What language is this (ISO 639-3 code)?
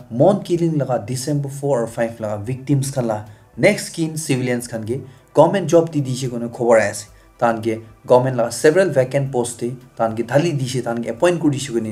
nag